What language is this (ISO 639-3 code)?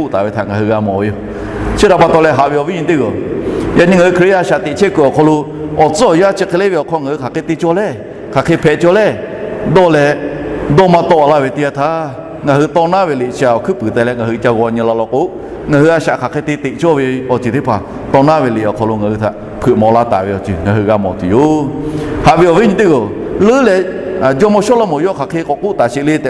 lhu